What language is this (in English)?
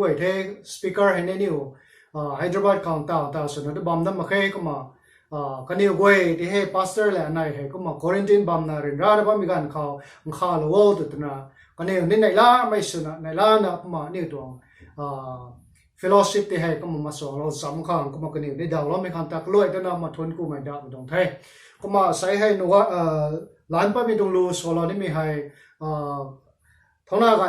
Rongmei Naga